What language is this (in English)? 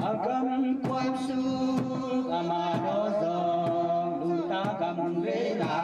Tedim Chin